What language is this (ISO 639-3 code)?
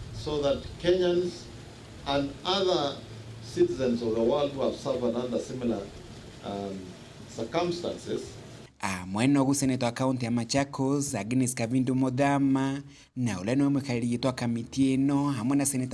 mer